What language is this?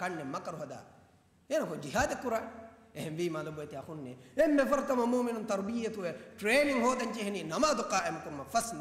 Divehi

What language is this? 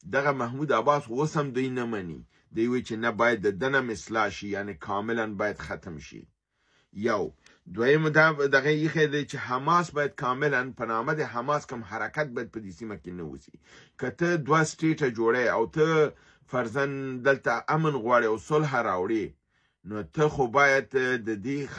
Pashto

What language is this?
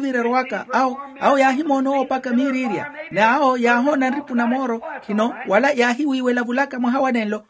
Makhuwa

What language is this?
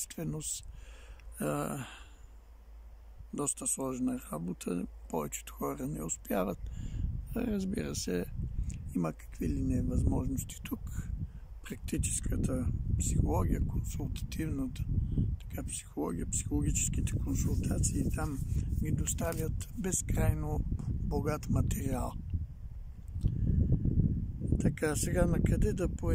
Bulgarian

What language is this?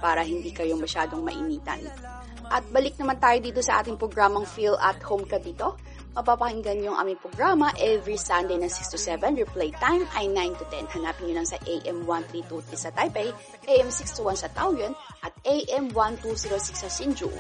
Filipino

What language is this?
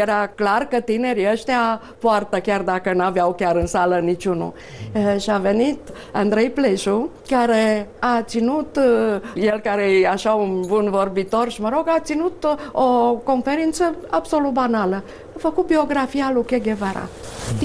Romanian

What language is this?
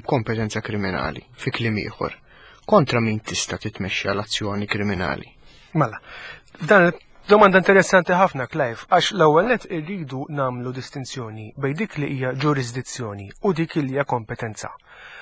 Maltese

